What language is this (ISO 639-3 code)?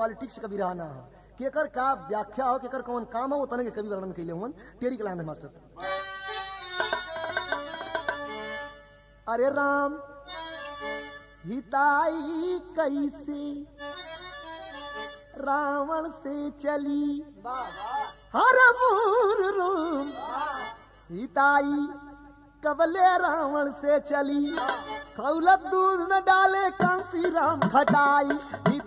bho